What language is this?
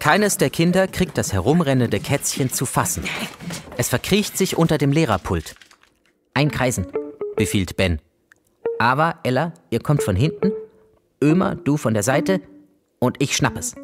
Swiss German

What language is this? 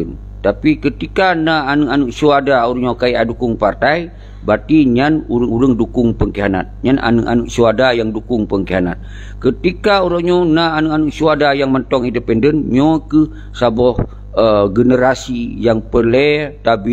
Achinese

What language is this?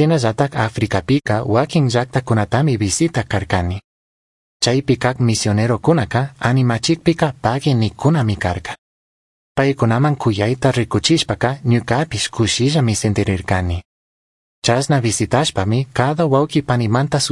Chimborazo Highland Quichua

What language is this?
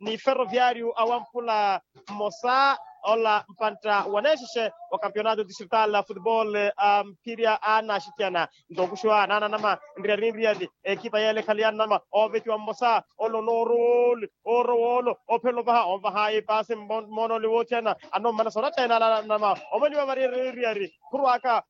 Makhuwa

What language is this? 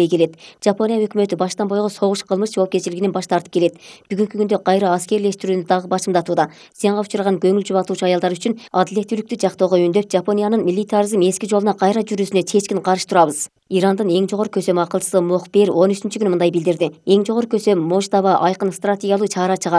Kyrgyz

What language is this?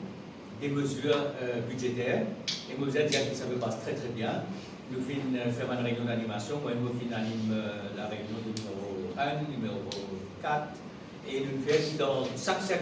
Morisyen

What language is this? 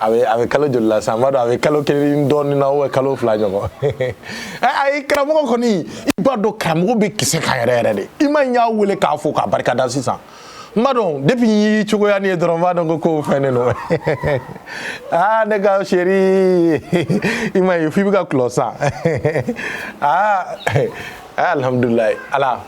Bambara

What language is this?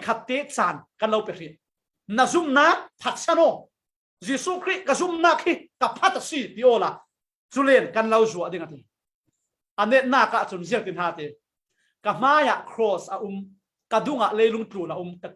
Falam Chin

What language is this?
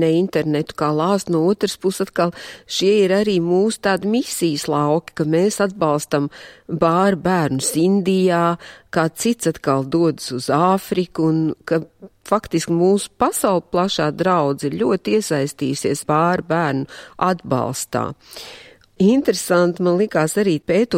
Latvian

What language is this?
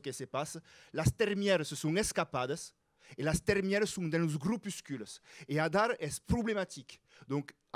Occitan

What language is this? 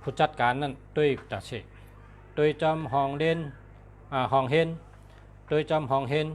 Shan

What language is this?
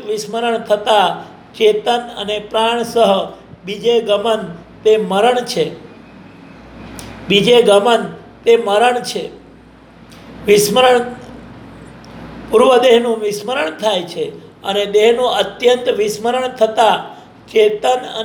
Gujarati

